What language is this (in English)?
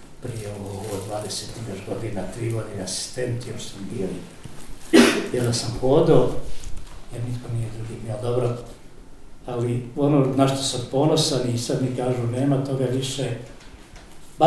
Croatian